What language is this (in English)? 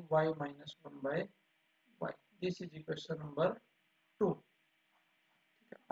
Hindi